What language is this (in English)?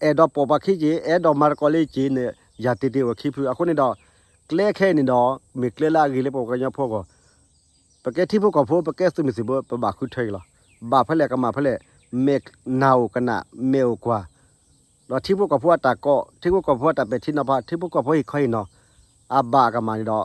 S'gaw Karen